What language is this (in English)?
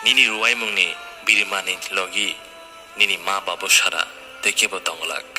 Kok Borok